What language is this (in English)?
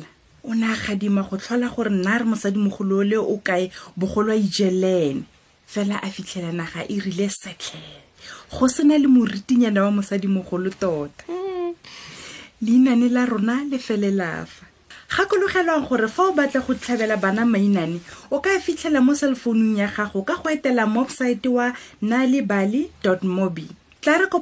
Tswana